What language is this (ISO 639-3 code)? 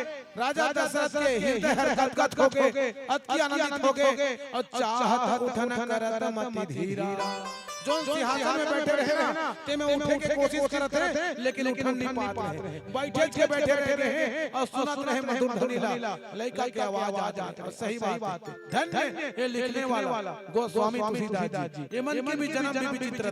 hne